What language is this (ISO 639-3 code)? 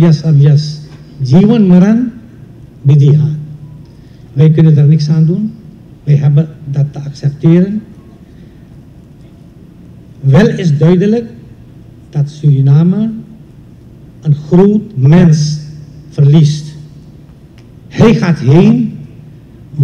nld